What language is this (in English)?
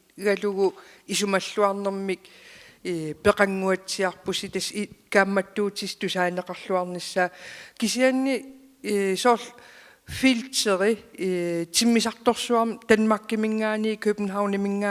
Kalaallisut